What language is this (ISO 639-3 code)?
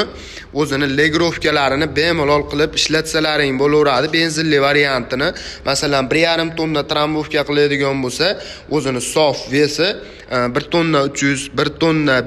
uzb